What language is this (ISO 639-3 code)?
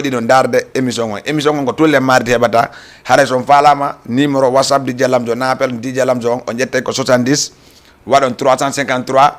ful